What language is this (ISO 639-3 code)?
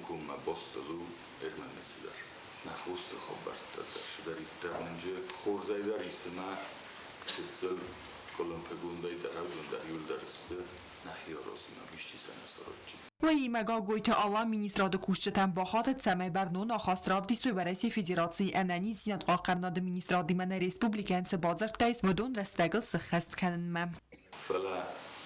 oss